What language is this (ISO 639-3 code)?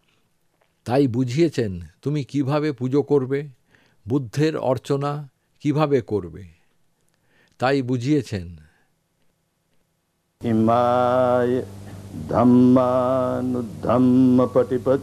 ben